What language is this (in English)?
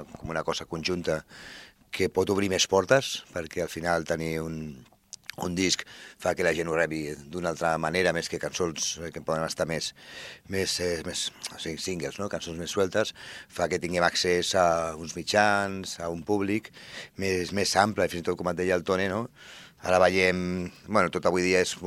Catalan